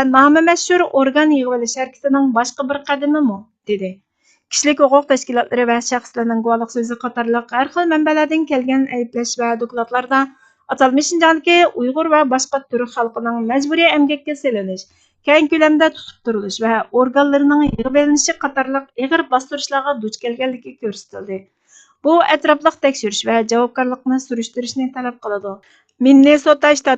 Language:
Uyghur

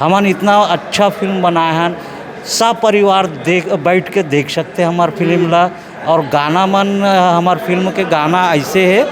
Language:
Chhattisgarhi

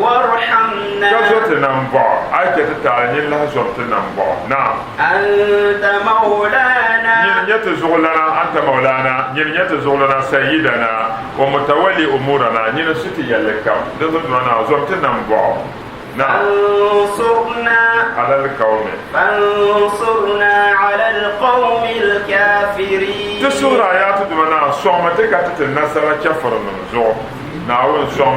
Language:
Dagbani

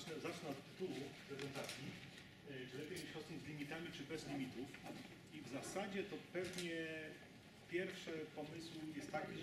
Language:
Polish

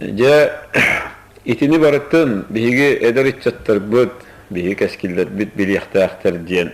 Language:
Yakut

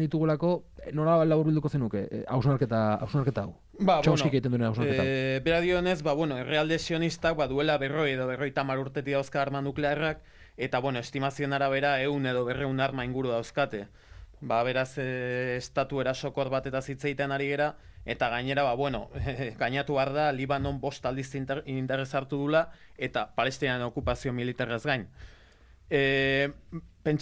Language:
Basque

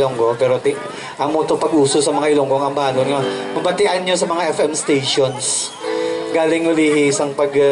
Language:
Hiligaynon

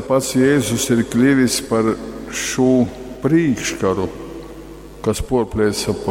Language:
Latgalian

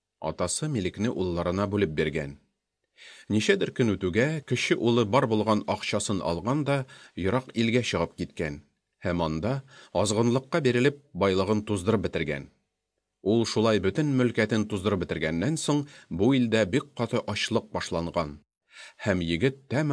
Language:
Tatar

